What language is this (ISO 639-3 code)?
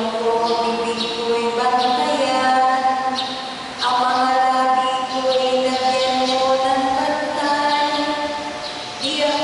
fil